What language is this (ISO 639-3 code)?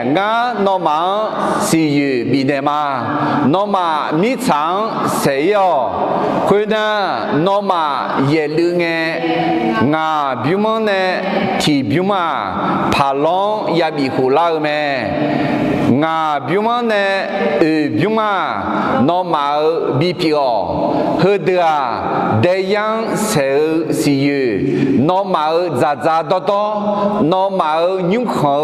ahk